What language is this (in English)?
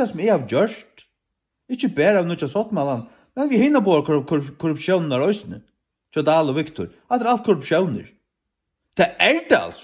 Faroese